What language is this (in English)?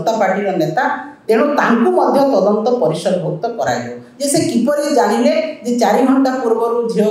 Odia